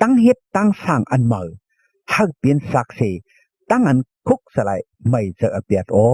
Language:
Shan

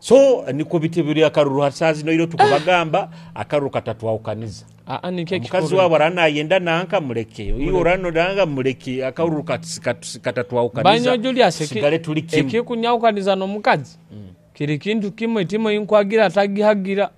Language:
Nyoro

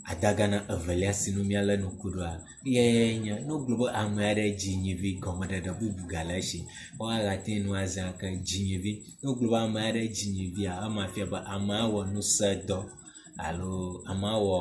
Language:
Ewe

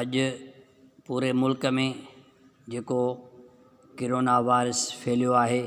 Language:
Sindhi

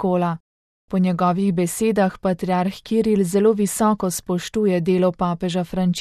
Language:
Slovenian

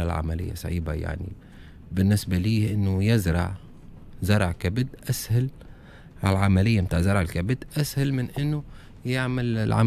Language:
Tunisian Arabic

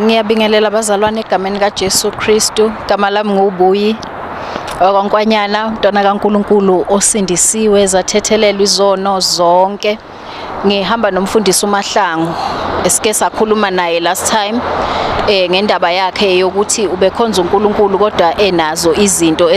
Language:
Zulu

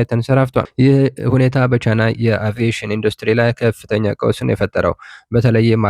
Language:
Amharic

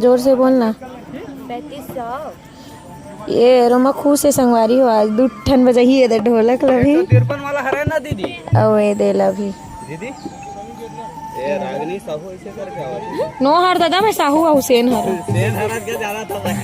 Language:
Chhattisgarhi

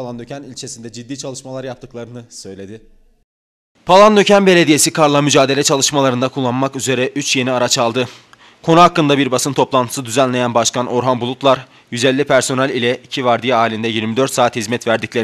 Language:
Turkish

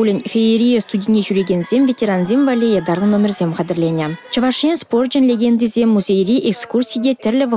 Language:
Chuvash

